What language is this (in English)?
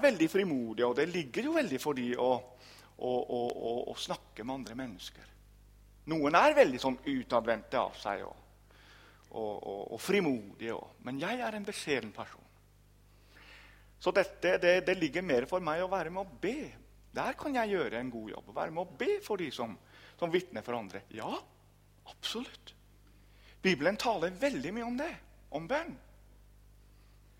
Norwegian